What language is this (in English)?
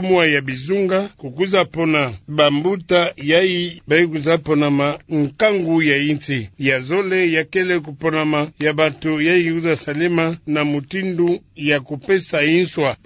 Kituba (Democratic Republic of Congo)